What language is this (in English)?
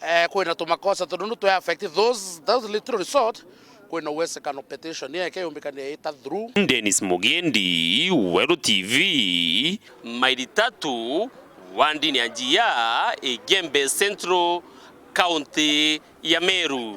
Meru